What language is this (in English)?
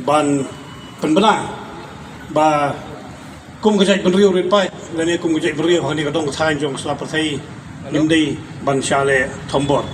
Khasi